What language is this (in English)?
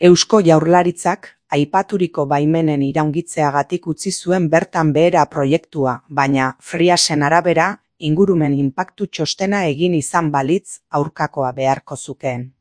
Basque